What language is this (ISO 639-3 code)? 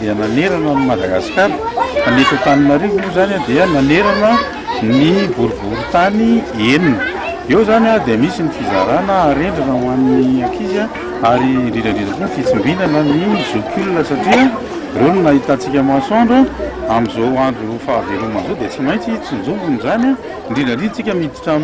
mlg